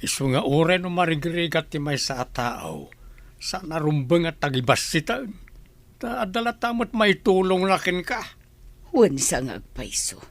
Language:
Iloko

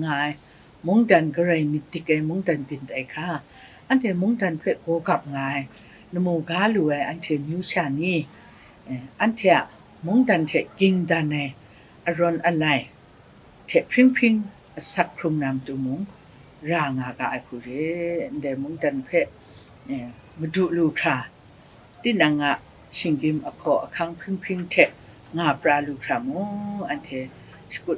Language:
Kachin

